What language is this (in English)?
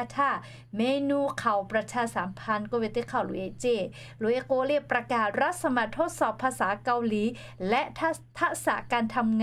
Lahu